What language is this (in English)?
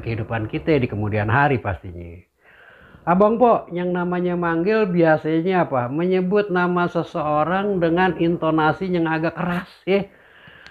Betawi